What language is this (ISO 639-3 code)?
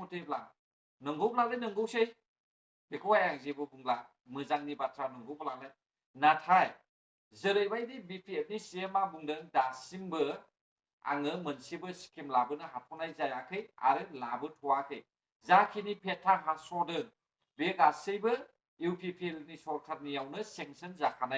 brx